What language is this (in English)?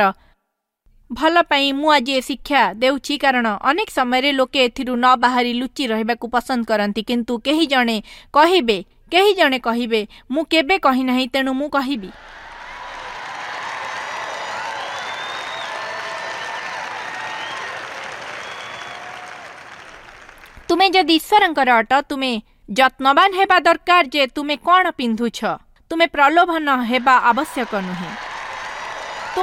Odia